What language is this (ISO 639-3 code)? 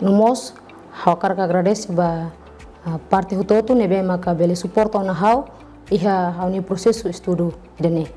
tet